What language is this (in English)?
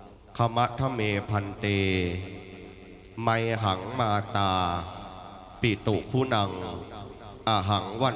Thai